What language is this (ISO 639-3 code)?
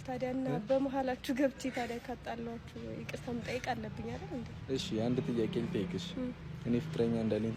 amh